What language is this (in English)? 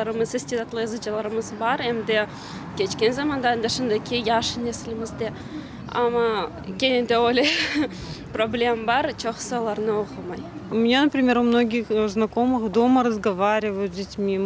Crimean Tatar